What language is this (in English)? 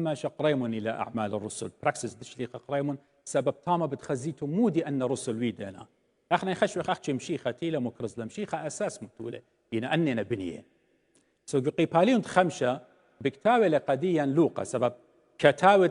Assyrian Neo-Aramaic